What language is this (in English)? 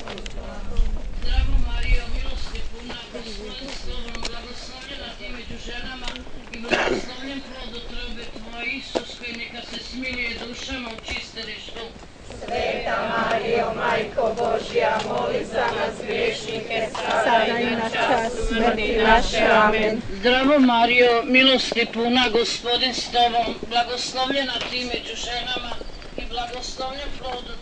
Croatian